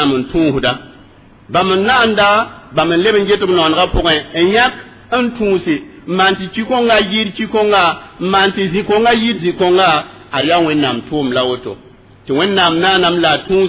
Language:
Mossi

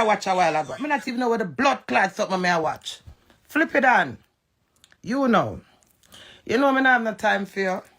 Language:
Jamaican Creole English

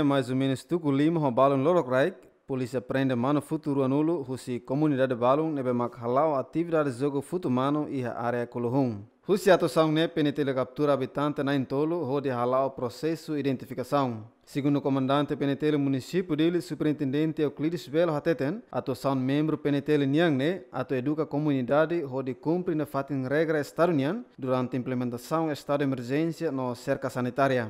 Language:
Tetum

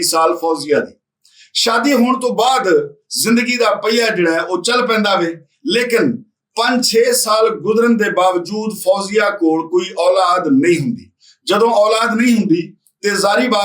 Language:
Western Panjabi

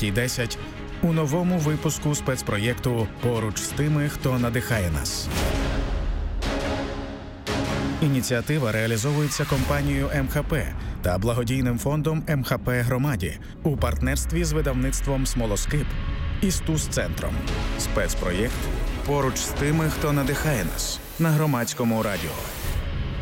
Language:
Ukrainian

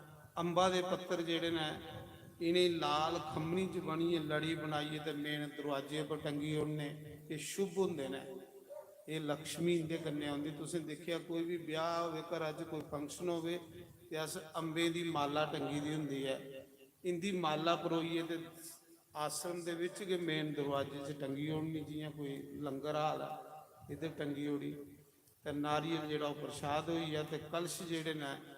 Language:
Dogri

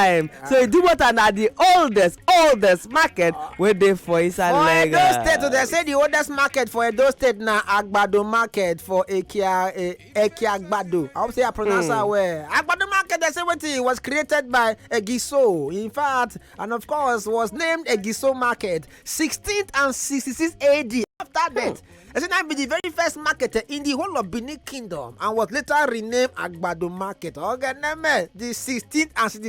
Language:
Nigerian Pidgin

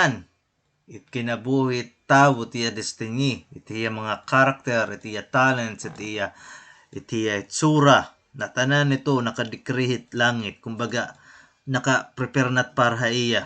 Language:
Waray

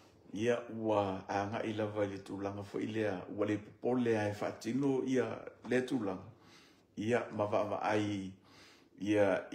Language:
Samoan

